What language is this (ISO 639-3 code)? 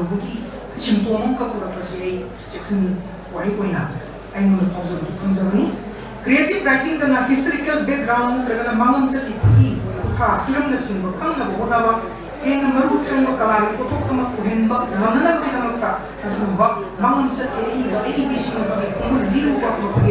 mni